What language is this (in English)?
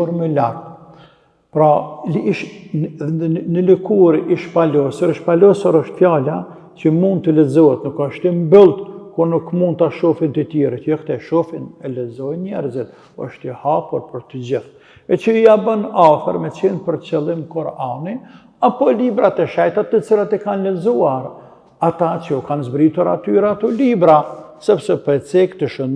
Albanian